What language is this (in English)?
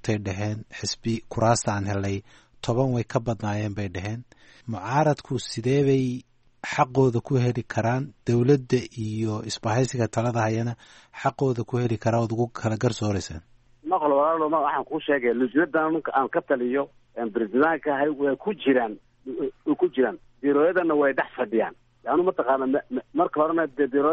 Somali